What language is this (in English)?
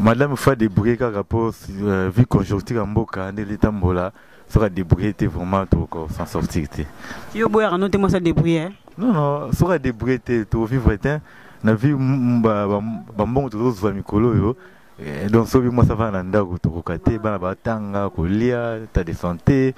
Lingala